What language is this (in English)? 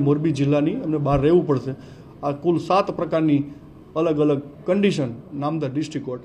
Gujarati